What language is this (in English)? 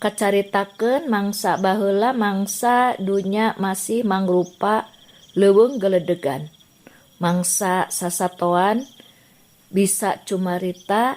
Sundanese